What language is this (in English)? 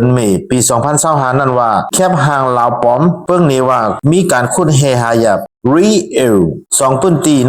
Shan